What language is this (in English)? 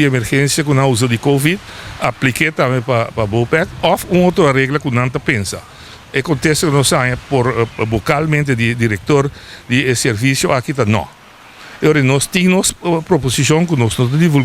Papiamento